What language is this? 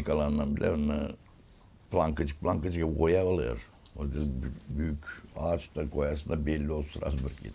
Gagauz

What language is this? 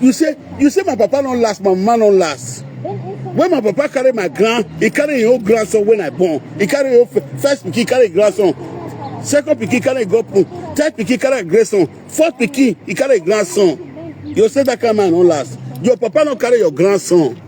Nigerian Pidgin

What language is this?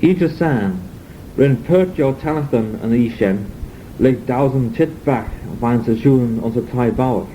Manx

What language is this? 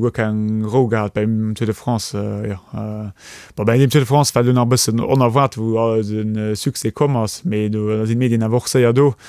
Luxembourgish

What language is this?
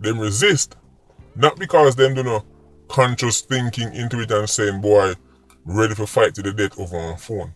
Jamaican Creole English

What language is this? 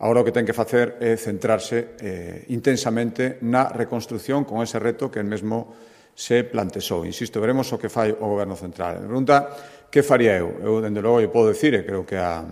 Galician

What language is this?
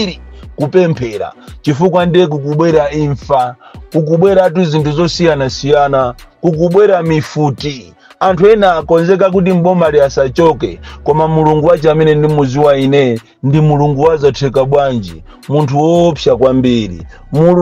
Nyanja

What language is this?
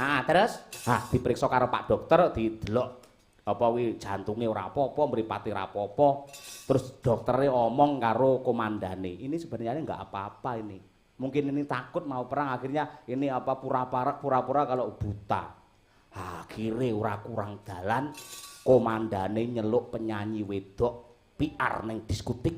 Javanese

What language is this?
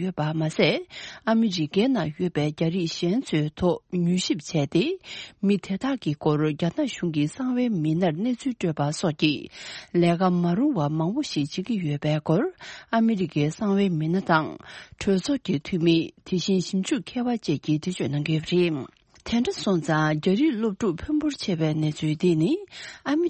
Tibetan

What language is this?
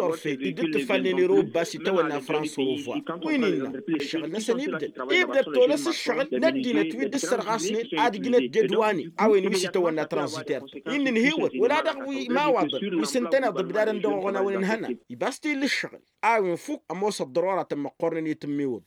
Tamasheq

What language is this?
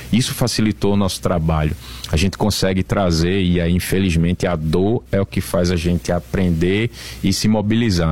Portuguese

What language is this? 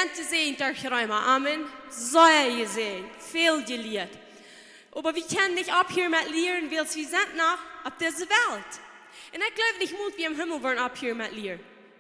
Plautdietsch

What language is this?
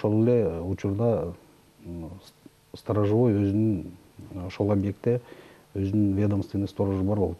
Kyrgyz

